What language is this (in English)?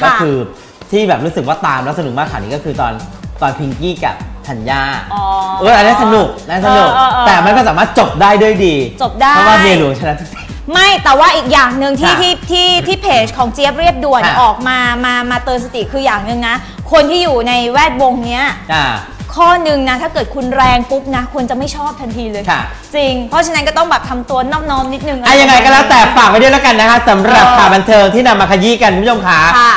Thai